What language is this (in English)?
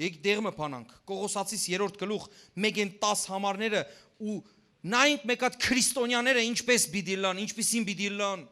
Western Armenian